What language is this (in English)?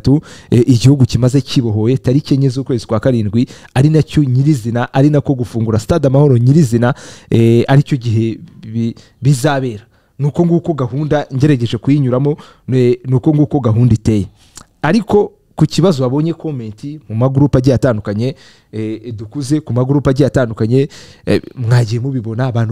Kinyarwanda